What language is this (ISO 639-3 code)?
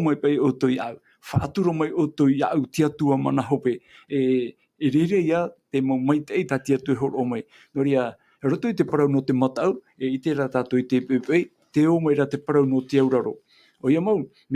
tah